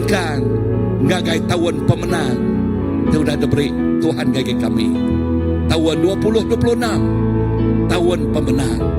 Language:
Iban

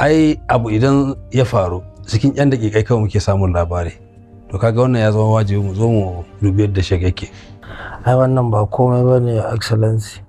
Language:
Hausa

